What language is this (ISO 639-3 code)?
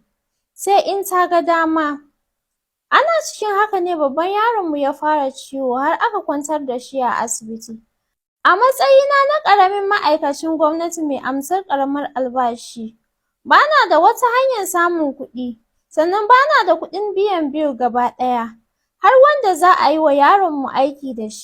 hau